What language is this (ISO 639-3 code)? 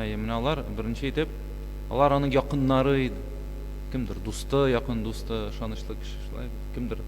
tat